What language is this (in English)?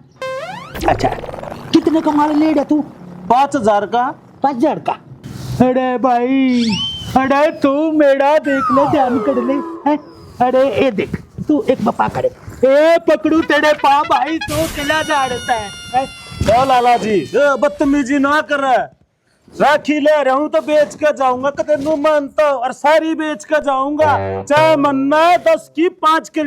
Haryanvi